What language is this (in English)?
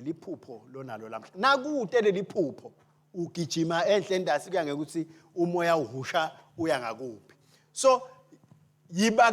Swati